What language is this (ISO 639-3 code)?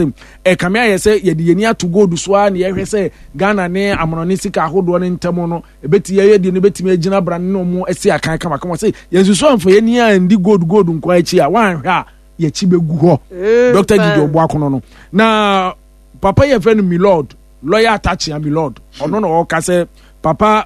aka